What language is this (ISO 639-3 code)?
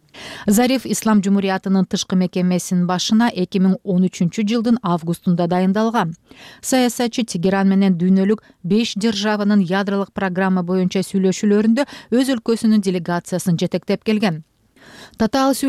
kir